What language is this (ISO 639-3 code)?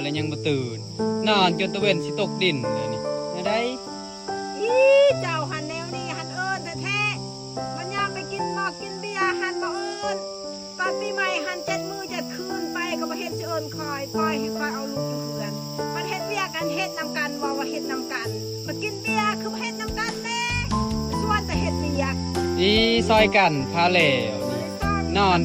lao